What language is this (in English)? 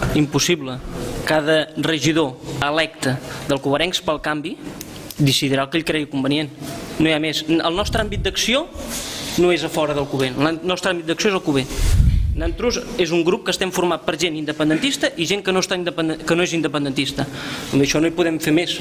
Catalan